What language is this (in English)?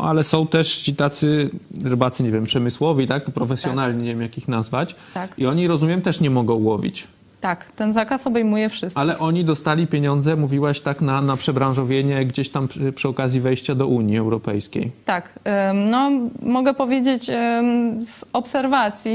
Polish